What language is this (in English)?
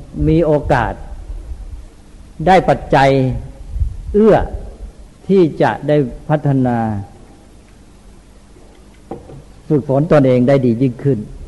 Thai